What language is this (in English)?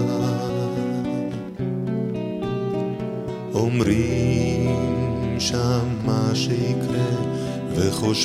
Hebrew